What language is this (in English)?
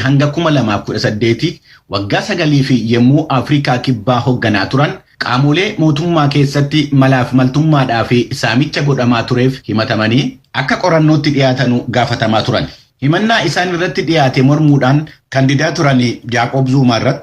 Oromo